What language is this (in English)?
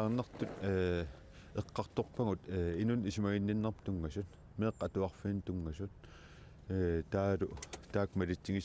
Kalaallisut